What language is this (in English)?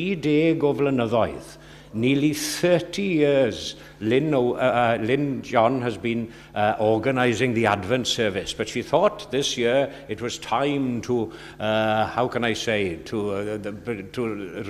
Welsh